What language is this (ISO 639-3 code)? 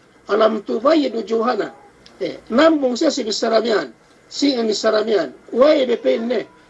yka